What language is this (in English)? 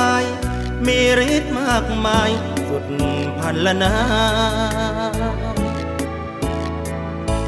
Thai